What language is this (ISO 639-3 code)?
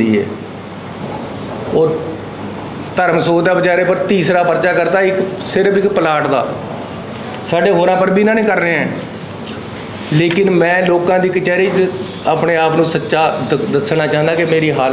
pan